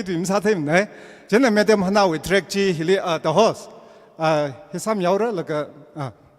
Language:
Tangkhul Naga (India)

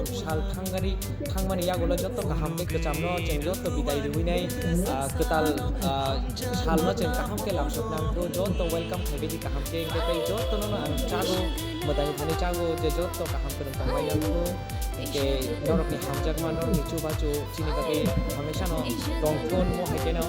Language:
Kok Borok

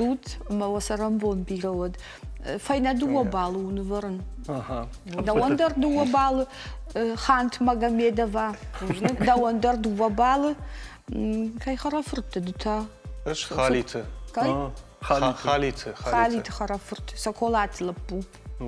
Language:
Ossetic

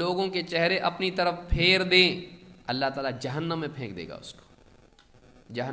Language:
Urdu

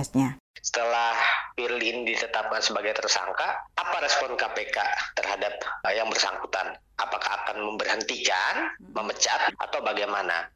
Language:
Indonesian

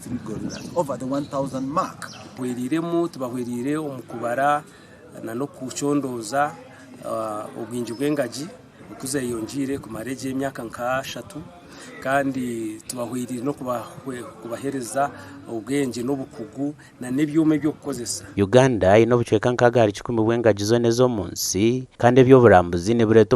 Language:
Nyankole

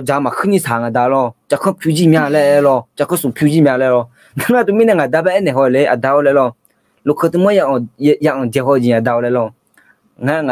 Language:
Akha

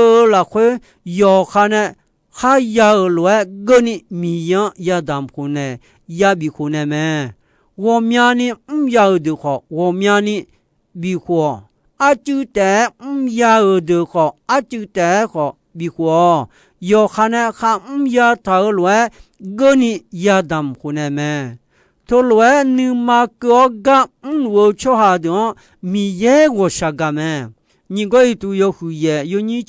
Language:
Akha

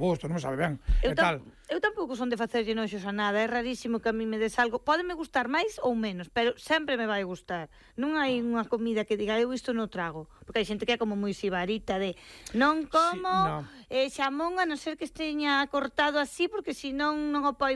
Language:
Galician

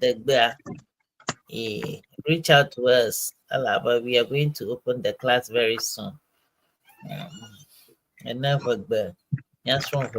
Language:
Ewe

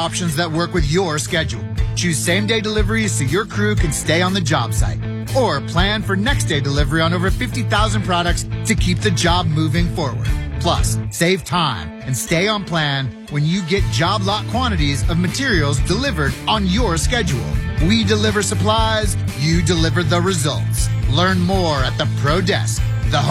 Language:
English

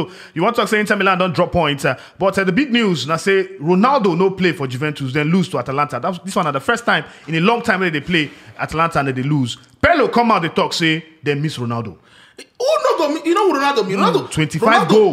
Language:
Nigerian Pidgin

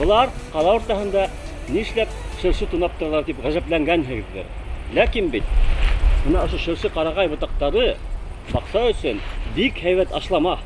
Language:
Bashkir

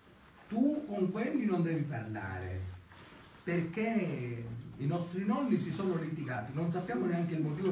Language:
Italian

